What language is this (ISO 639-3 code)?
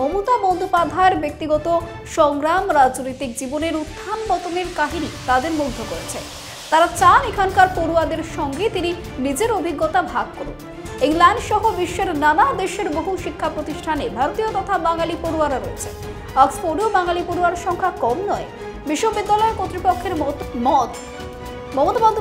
ben